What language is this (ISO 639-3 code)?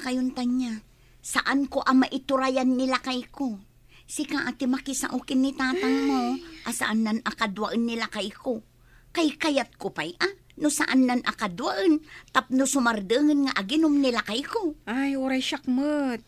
ilo